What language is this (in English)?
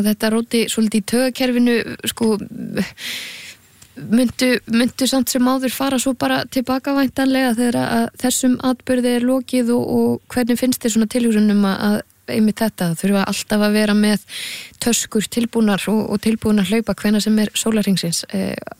Icelandic